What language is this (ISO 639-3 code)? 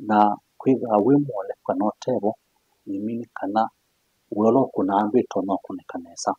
kam